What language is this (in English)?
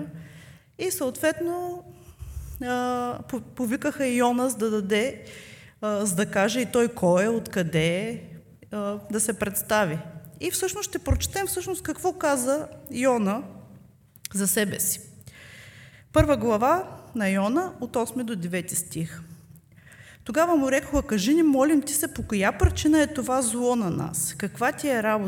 Bulgarian